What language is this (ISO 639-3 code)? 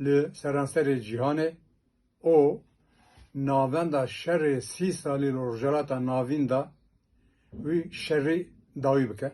kur